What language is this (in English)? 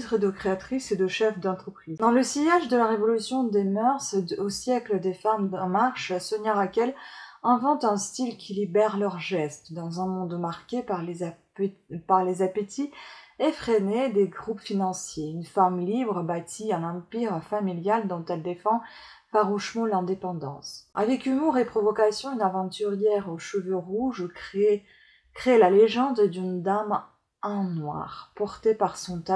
French